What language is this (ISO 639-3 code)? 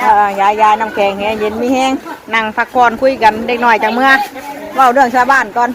tts